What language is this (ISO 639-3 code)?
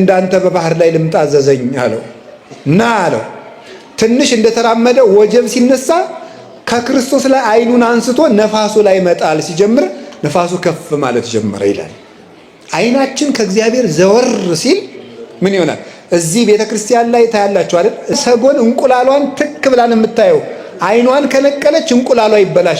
amh